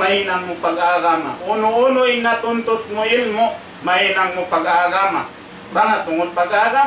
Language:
Tausug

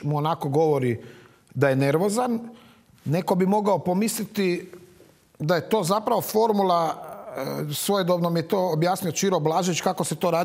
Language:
Croatian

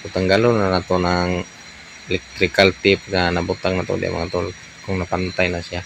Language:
Cebuano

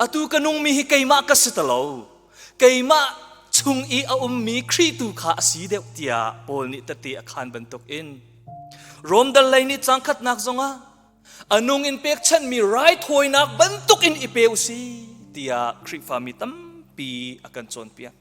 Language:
Hakha Chin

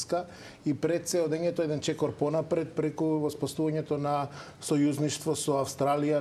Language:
Macedonian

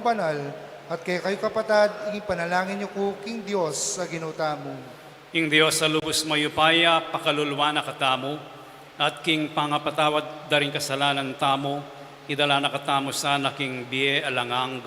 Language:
Pampanga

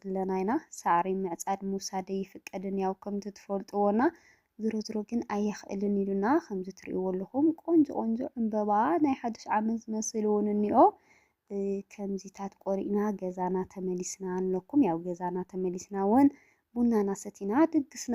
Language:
Tigrinya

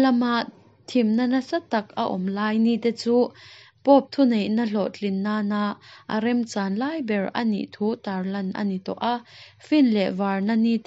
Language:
Mizo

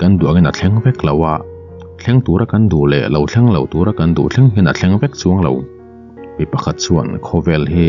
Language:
Mizo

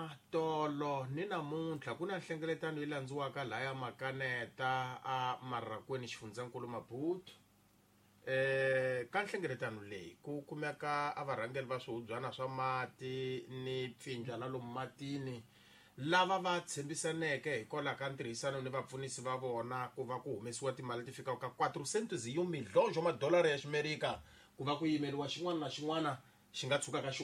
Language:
Tsonga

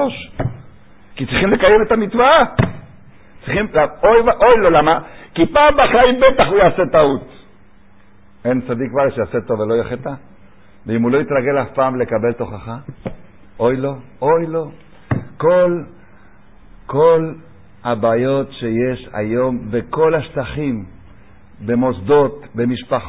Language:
Hebrew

